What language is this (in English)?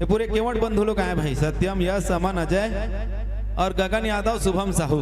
Chhattisgarhi